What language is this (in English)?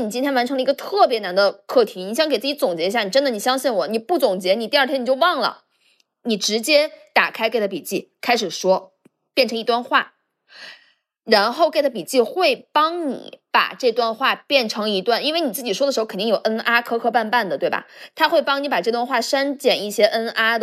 Chinese